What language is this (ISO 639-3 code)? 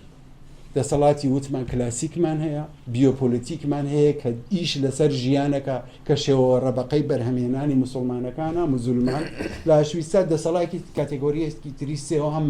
ckb